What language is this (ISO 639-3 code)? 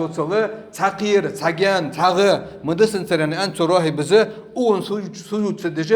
inh